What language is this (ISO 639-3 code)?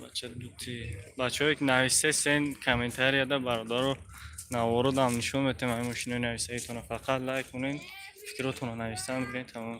tgk